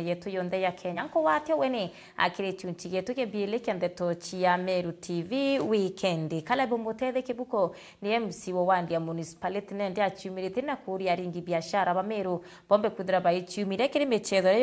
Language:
Meru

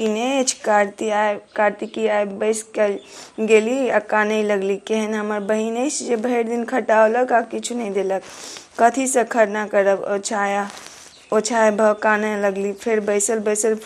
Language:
Maithili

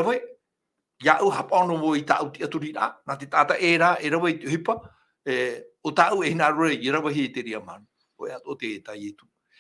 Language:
Tahitian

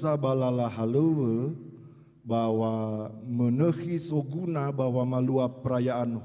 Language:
Nias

